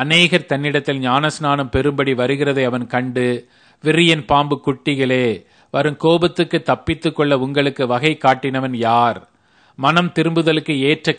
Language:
Tamil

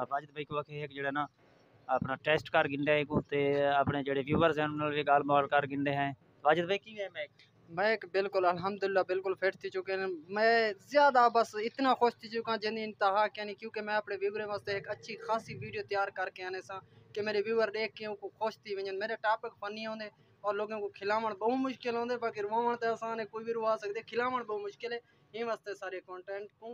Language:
Saraiki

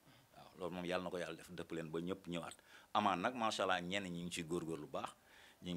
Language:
Wolof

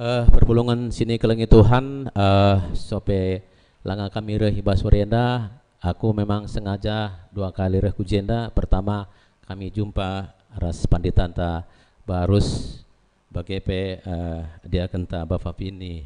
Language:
Batak Karo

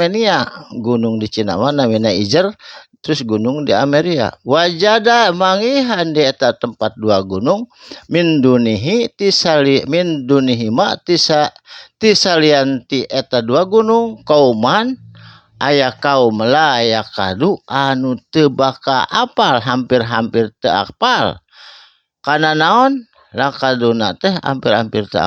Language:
Sundanese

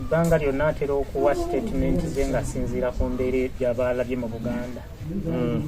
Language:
Ganda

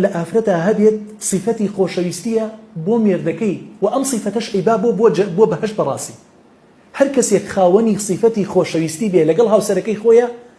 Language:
Central Kurdish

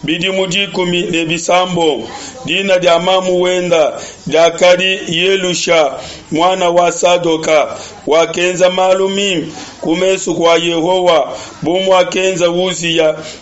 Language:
Luba-Lulua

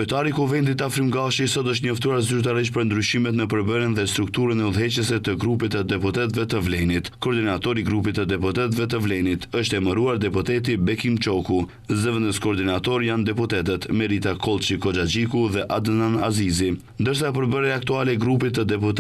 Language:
Albanian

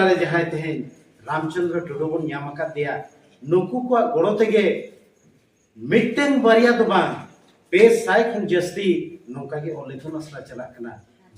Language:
Santali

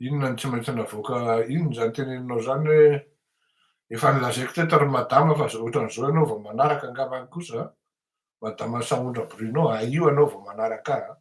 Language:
Malagasy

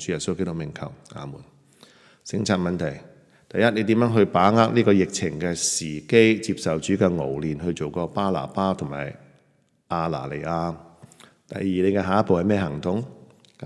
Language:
Cantonese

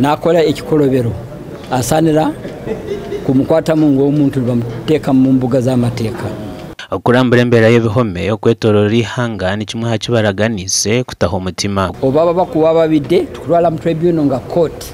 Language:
Nyankole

